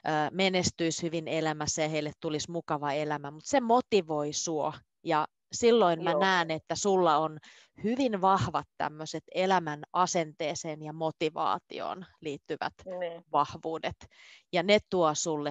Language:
Finnish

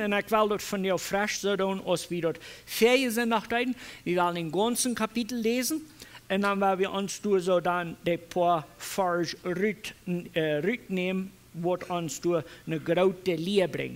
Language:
Plautdietsch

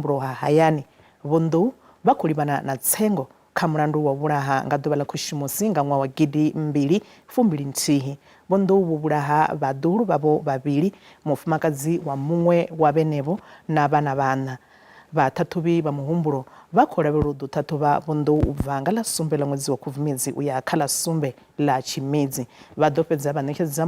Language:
Venda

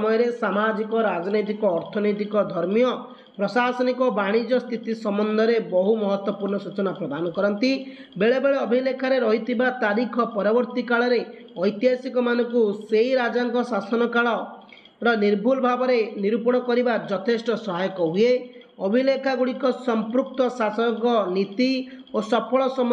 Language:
Odia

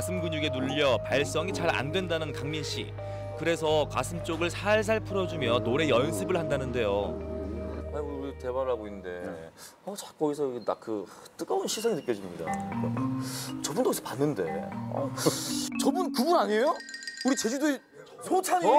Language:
Korean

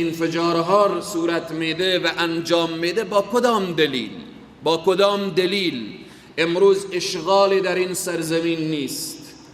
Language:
Persian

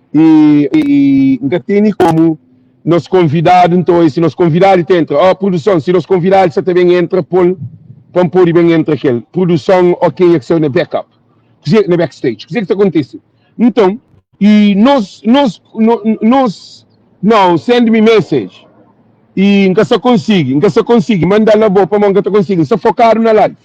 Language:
Kabuverdianu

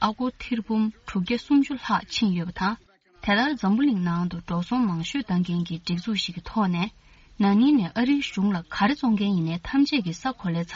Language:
Tibetan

